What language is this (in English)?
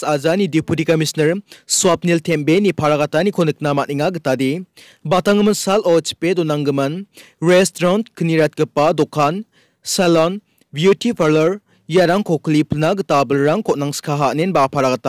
Garo